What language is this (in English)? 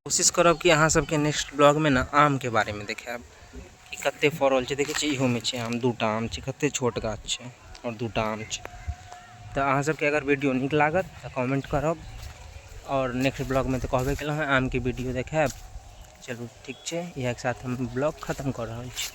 Maithili